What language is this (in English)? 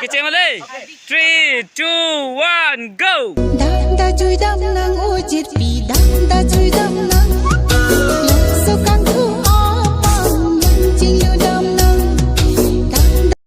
Karbi